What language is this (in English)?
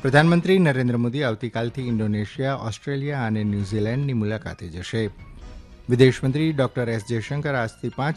Gujarati